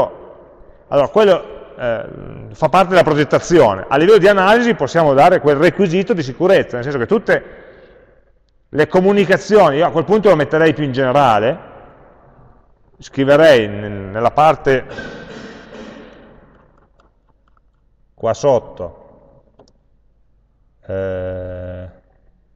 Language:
Italian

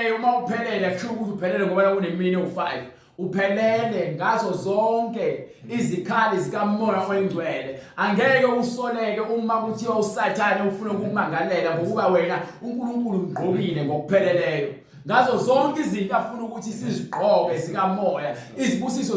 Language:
Zulu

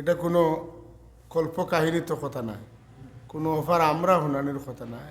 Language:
Sylheti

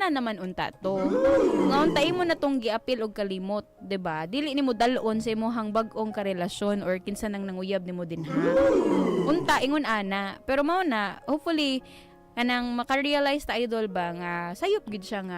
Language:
Cebuano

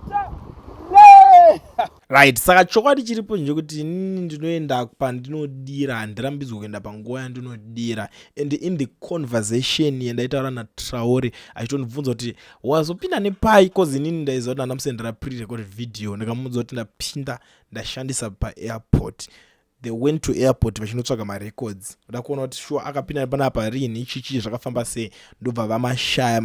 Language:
Shona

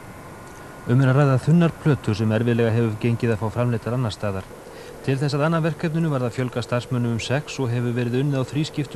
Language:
Icelandic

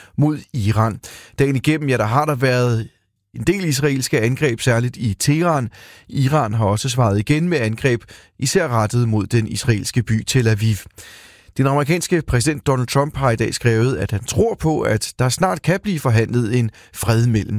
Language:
Danish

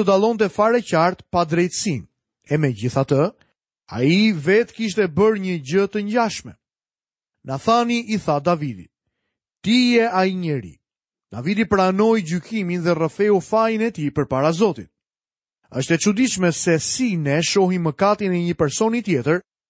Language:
Albanian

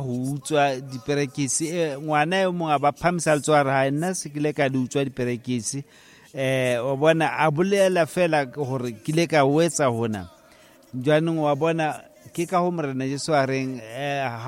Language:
Southern Sotho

